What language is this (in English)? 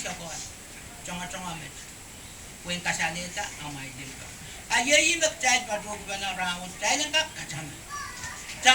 Pohnpeian